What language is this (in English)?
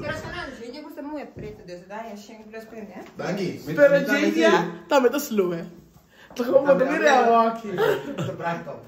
Papiamento